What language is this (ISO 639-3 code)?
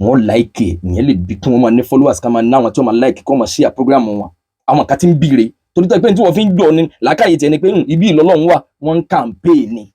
yor